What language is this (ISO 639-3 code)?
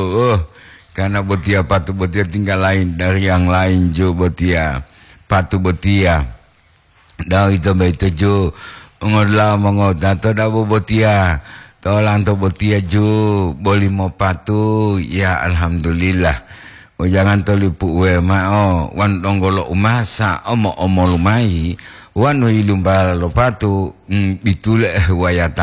gor